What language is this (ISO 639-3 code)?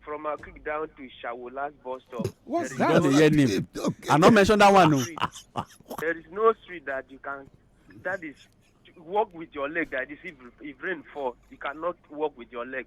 pcm